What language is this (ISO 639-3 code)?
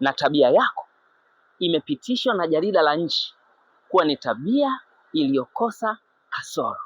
swa